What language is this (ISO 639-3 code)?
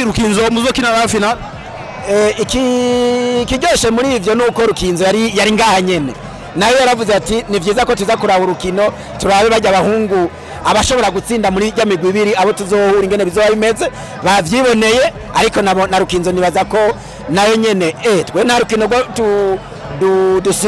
run